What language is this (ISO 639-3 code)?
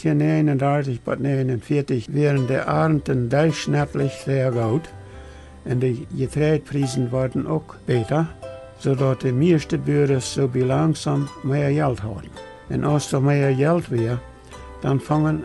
pdt